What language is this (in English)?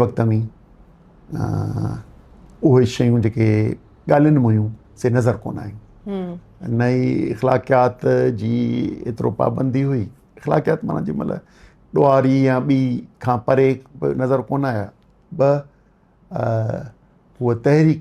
Sindhi